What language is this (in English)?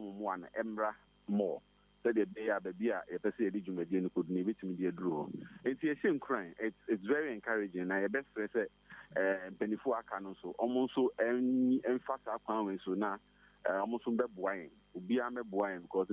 Akan